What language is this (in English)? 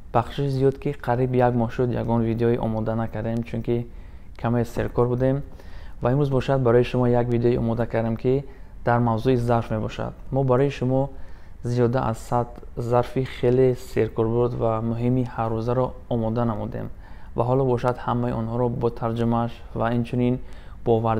Tajik